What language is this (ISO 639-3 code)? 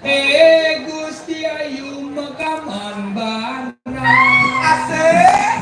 ban